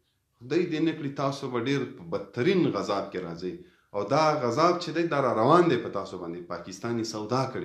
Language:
Pashto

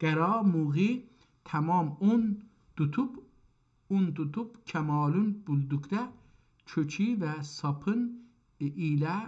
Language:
South Azerbaijani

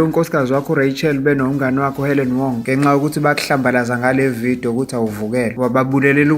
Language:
Zulu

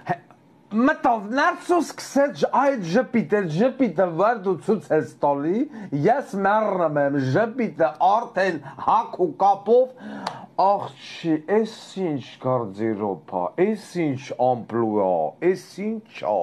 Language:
Armenian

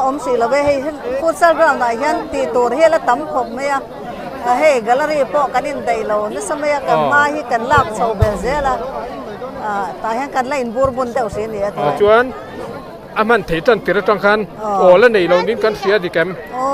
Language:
Mizo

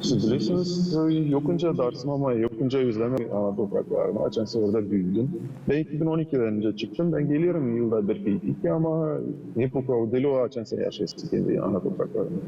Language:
Gagauz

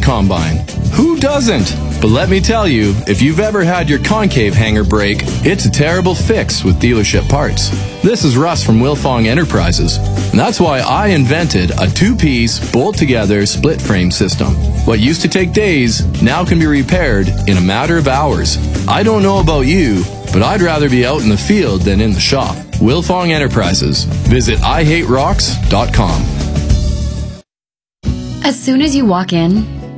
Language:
English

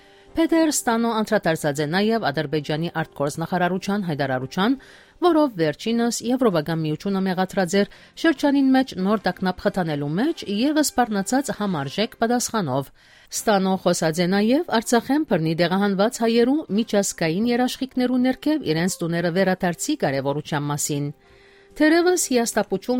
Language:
Western Armenian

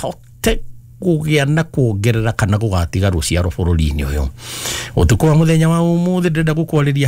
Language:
Kikuyu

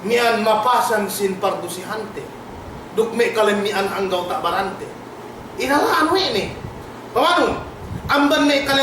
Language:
Yakan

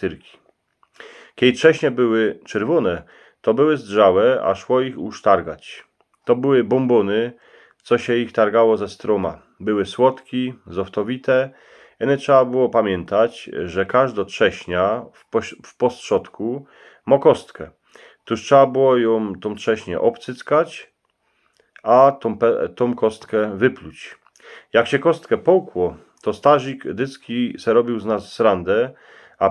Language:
Silesian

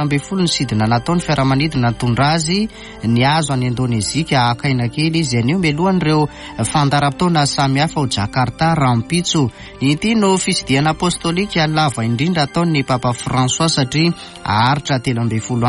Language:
Malagasy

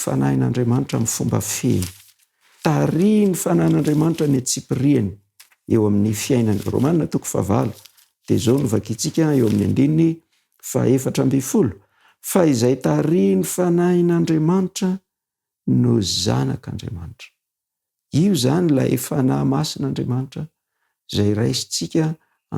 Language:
Malagasy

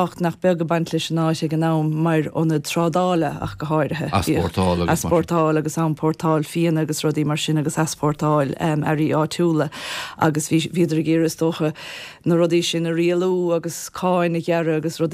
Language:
Irish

